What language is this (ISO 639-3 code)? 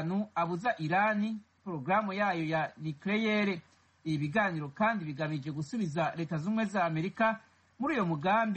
kin